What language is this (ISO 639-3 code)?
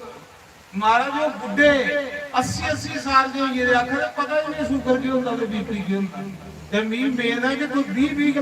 doi